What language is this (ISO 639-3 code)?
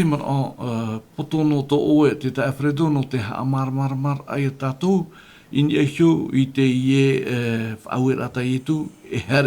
tah